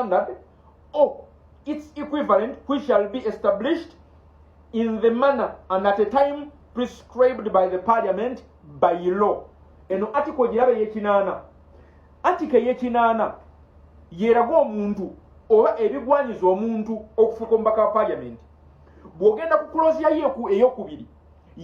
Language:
Ganda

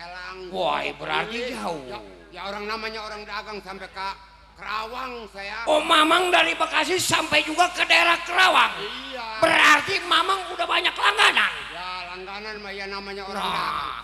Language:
Betawi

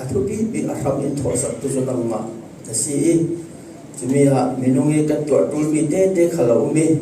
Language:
Falam Chin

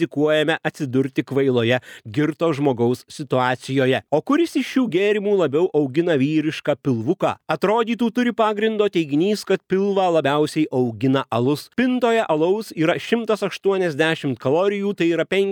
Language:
Lithuanian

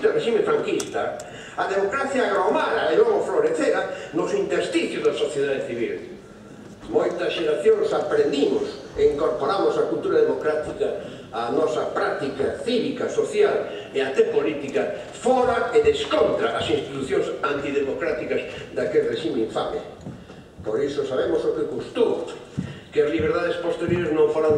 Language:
Galician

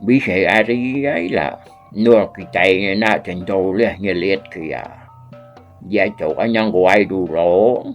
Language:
Iban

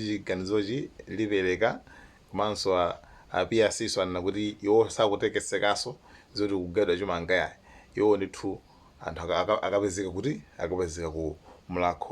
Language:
Nyanja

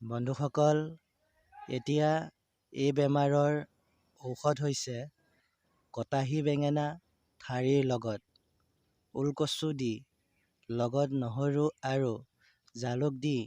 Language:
Assamese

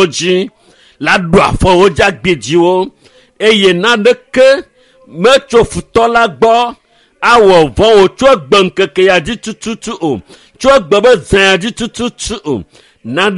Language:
Ewe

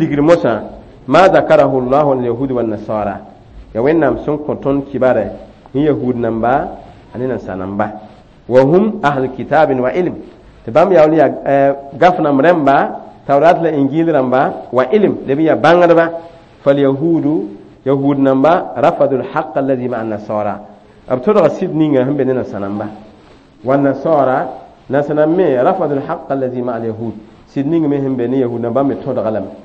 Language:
Mossi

